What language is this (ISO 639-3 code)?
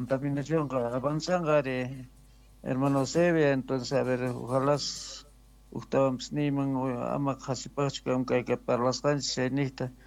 quh